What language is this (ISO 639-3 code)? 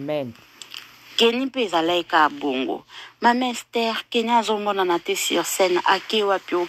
lin